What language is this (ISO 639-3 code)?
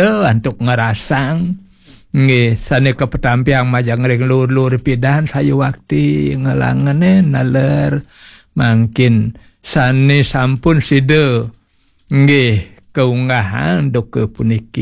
ban